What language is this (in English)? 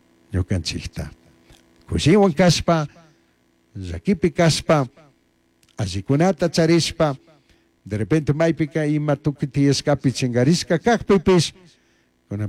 Chimborazo Highland Quichua